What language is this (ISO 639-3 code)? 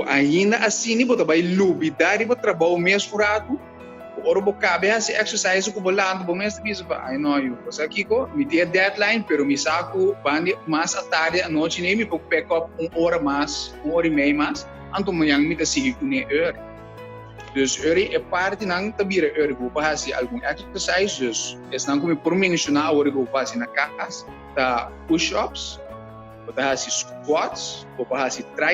pap